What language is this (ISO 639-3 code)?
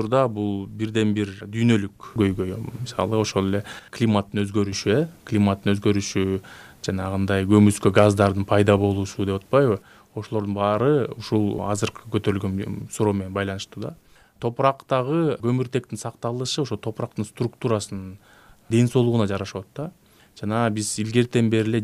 kir